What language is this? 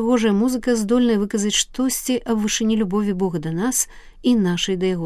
Belarusian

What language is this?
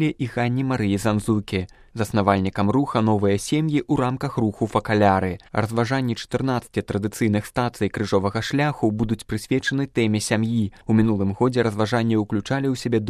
Belarusian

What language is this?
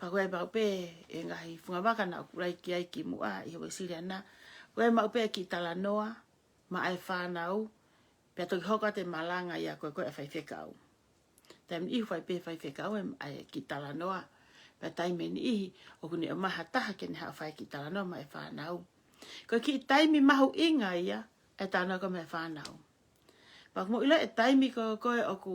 Tongan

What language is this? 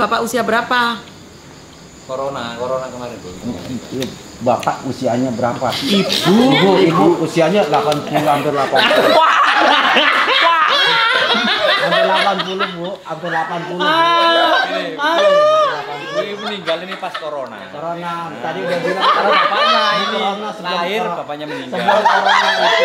Indonesian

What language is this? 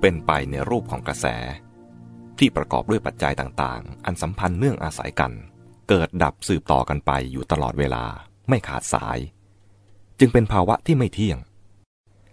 Thai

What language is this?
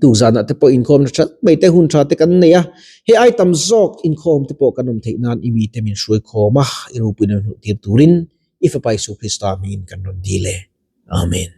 Mizo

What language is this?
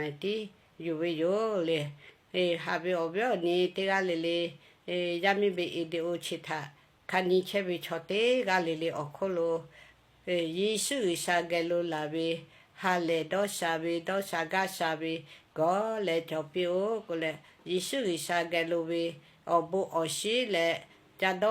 Lahu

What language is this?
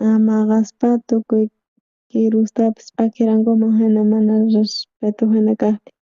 South Bolivian Quechua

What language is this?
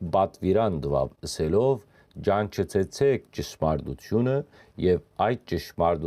Western Armenian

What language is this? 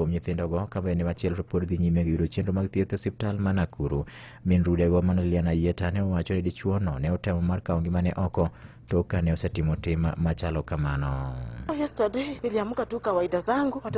Luo (Kenya and Tanzania)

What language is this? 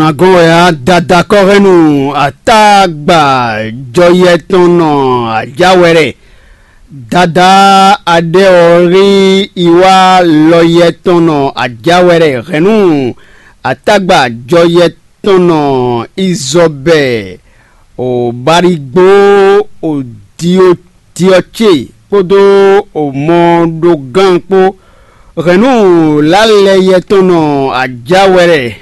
Fon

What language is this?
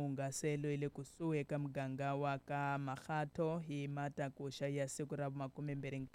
Tsonga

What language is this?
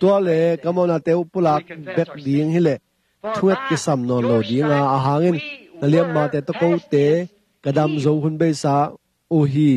Tedim Chin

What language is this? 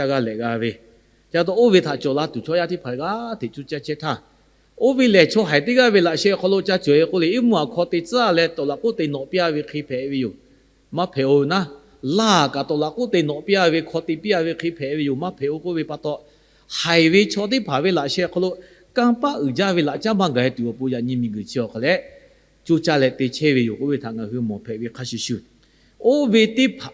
Lahu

